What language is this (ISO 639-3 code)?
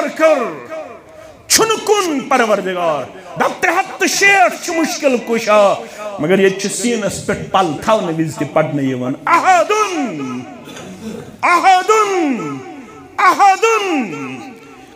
kas